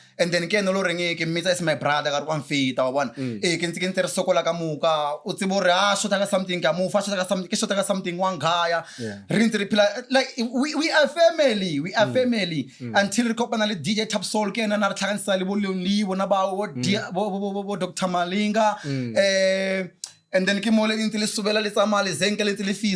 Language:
Northern Sotho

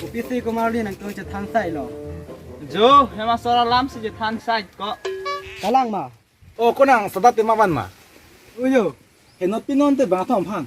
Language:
Karbi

